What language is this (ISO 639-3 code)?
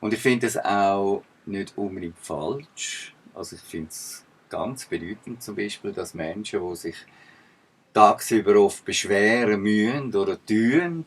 gsw